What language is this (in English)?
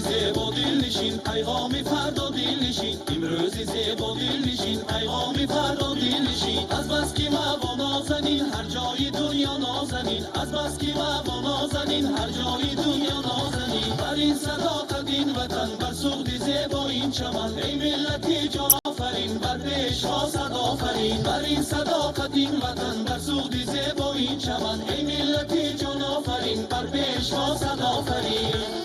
Tajik